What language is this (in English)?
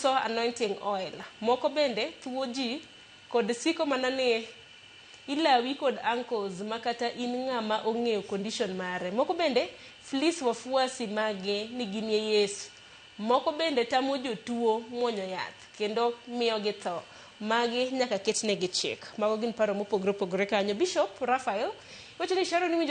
Luo (Kenya and Tanzania)